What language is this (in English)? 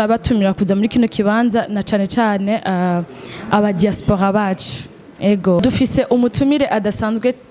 Rundi